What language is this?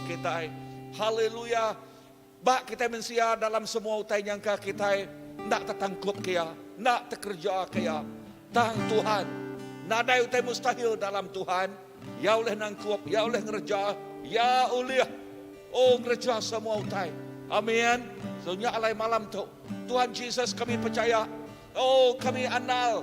Iban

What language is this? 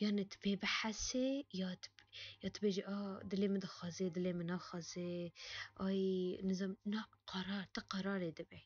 Kurdish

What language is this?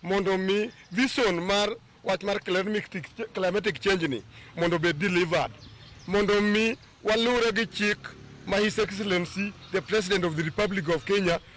Luo (Kenya and Tanzania)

